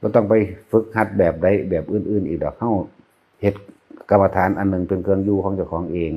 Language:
Northeastern Thai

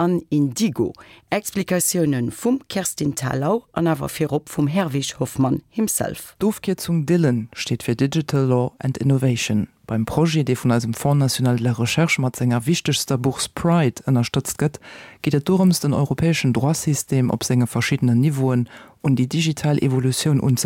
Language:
Luxembourgish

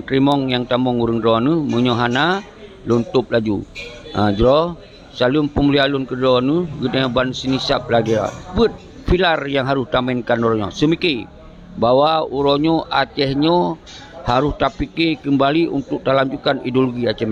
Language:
Achinese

